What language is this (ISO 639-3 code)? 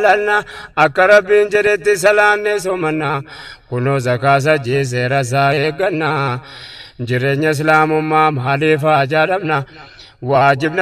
orm